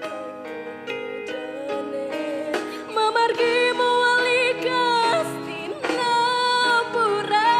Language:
Balinese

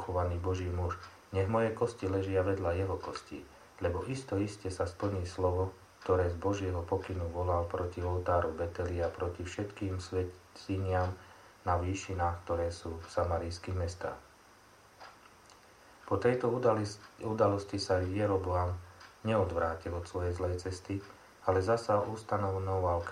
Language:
Slovak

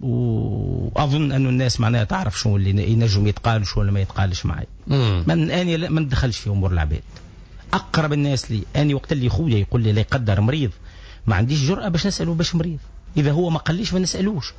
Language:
Tunisian Arabic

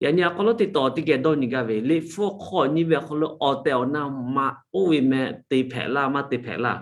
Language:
Lahu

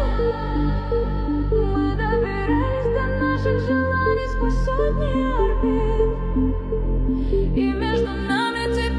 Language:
Russian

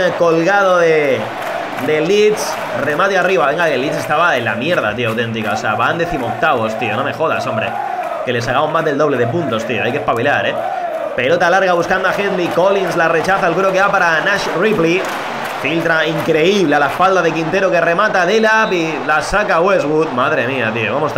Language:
Spanish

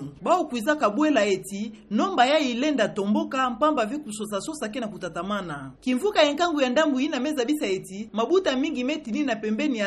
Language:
Kituba (Democratic Republic of Congo)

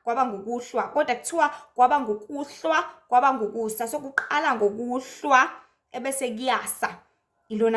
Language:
Zulu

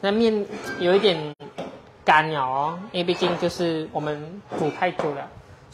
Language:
Chinese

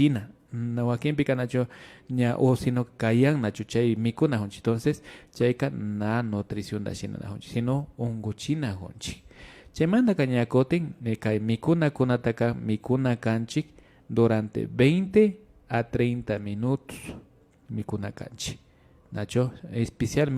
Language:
Imbabura Highland Quichua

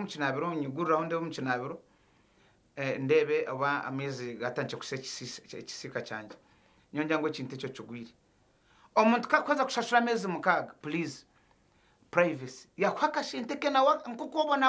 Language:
Nyankole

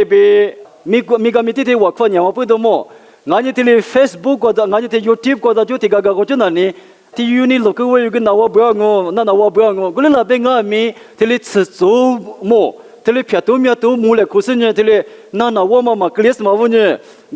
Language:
Lisu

